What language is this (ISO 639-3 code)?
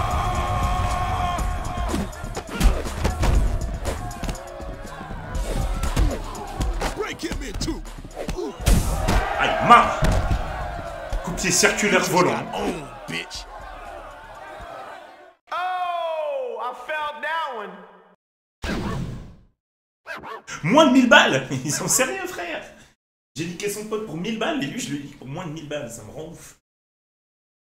fra